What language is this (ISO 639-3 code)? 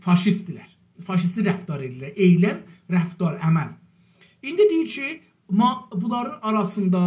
azb